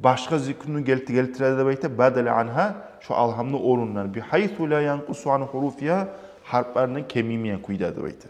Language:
Kumyk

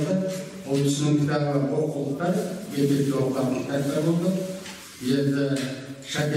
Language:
Kazakh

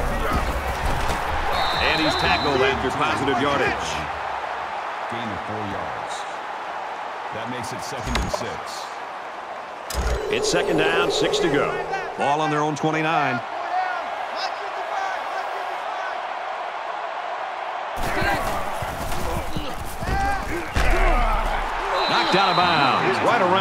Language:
English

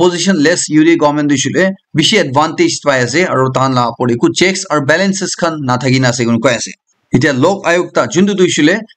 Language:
Naga Pidgin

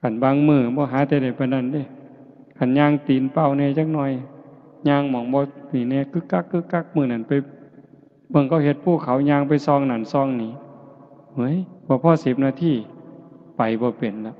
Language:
Northeastern Thai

